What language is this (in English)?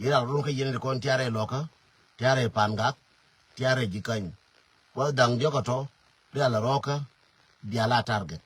Nuer